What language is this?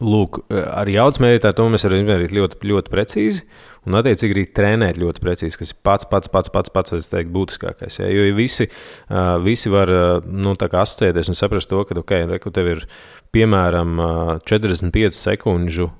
Latvian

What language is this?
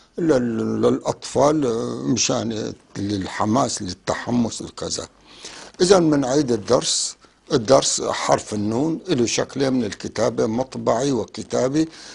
North Levantine Arabic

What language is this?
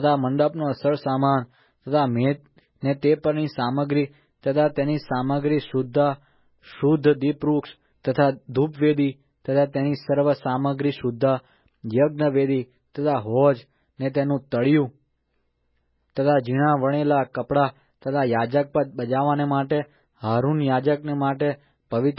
Gujarati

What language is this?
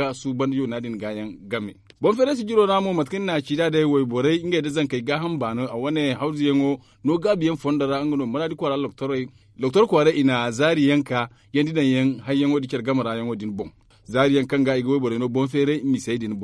Zarma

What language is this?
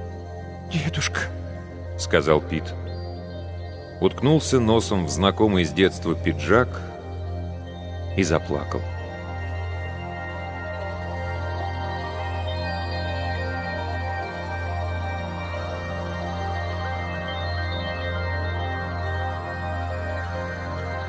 Russian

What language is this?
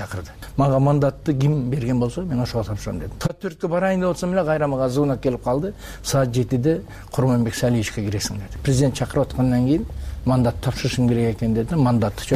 Kyrgyz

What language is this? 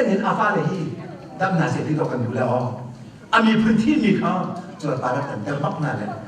Hakha Chin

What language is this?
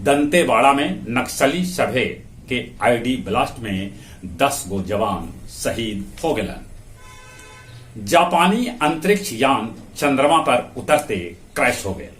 Magahi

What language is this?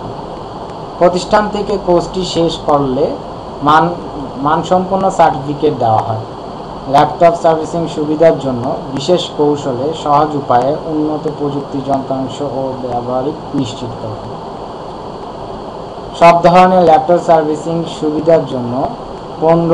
Bangla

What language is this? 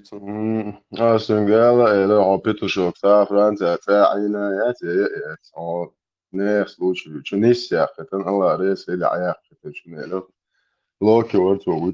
Chechen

